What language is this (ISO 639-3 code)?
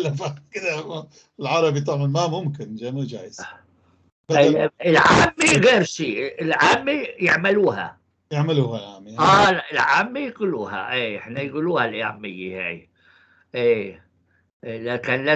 apc